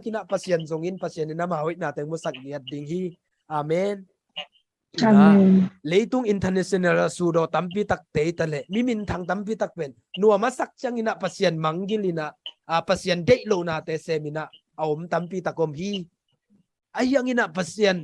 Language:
Tedim Chin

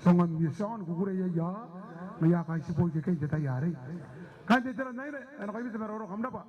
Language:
Gilbertese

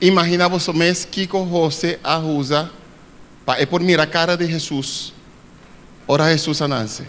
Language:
Papiamento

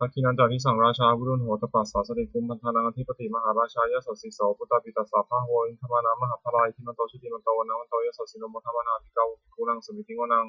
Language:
Pali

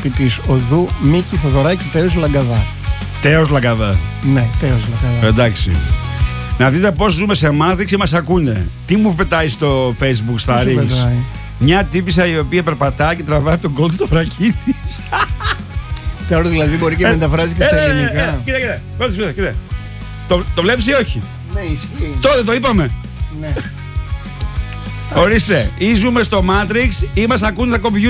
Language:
Greek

